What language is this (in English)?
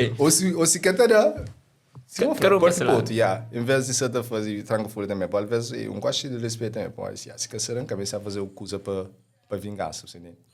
Kabuverdianu